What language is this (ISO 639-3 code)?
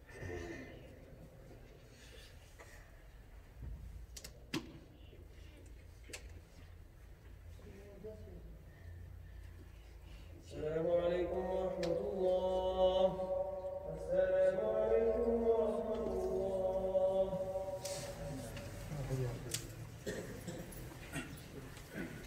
ara